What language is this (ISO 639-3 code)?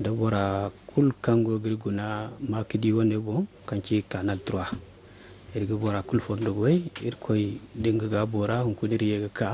dje